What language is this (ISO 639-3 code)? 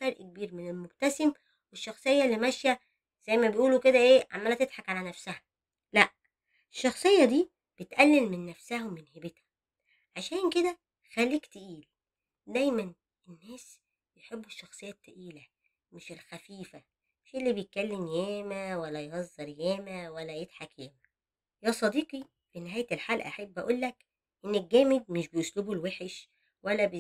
arz